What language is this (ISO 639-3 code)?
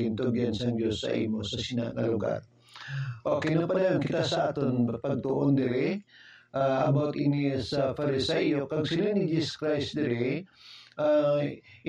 hil